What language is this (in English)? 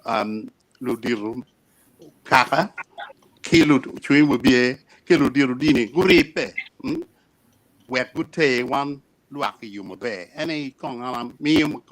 Acoli